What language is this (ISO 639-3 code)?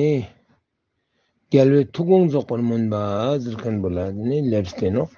lbj